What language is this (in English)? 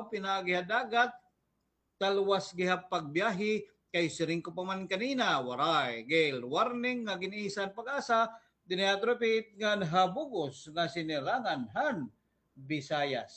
Waray